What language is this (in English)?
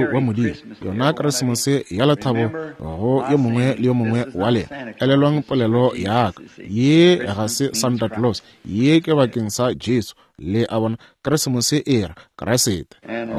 Northern Sotho